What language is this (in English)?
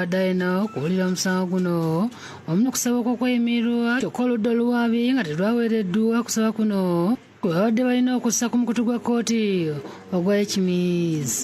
Ganda